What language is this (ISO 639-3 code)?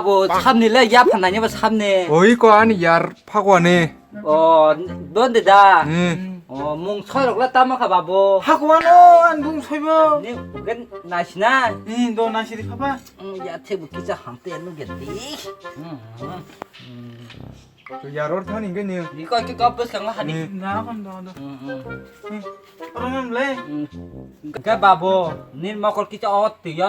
trp